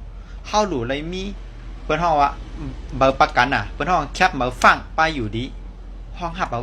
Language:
Shan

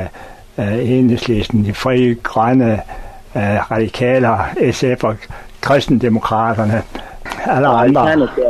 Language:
Danish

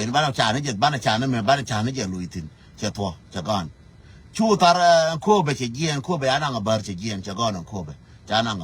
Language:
Nuer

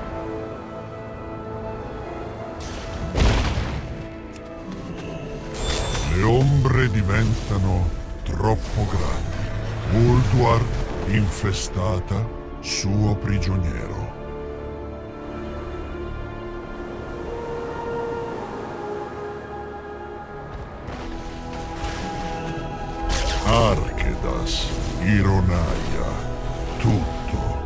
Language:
Italian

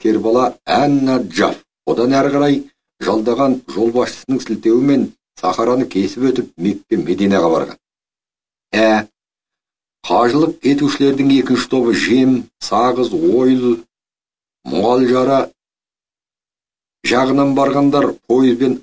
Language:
Kazakh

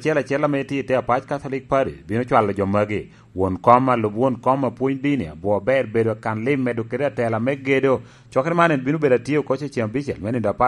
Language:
Lango (Uganda)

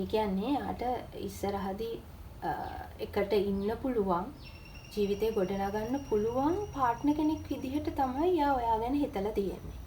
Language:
Sinhala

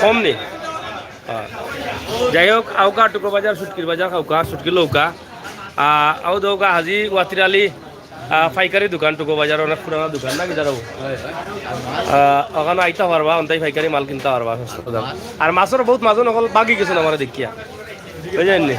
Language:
Sylheti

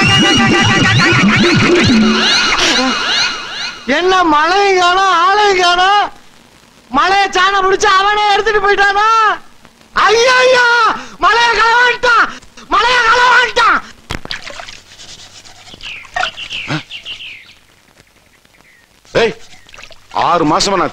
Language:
Tamil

